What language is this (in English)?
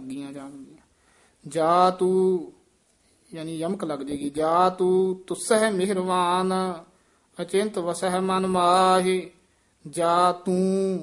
Punjabi